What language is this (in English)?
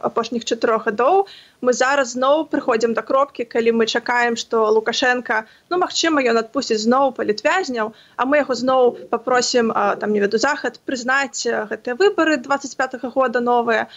Belarusian